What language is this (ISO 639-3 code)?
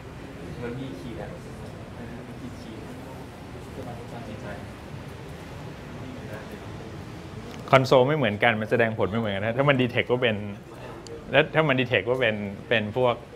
tha